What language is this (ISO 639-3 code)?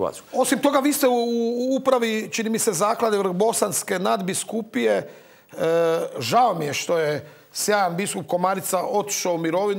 hrv